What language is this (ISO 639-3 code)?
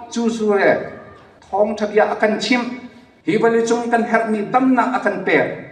cnh